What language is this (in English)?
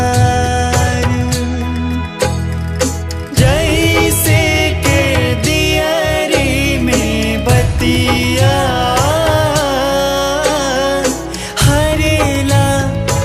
Bhojpuri